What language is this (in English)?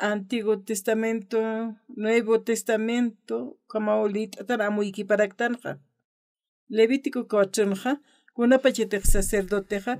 Aymara